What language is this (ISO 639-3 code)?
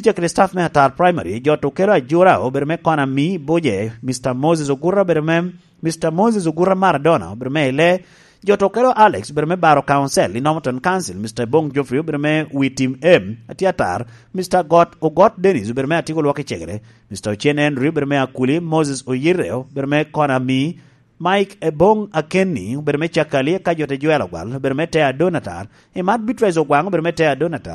laj